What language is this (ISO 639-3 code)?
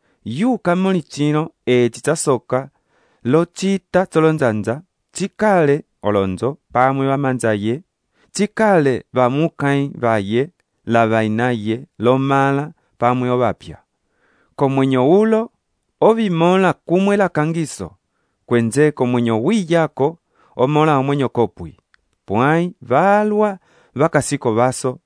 umb